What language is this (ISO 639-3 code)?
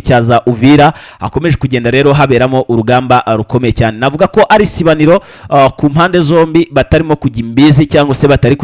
kin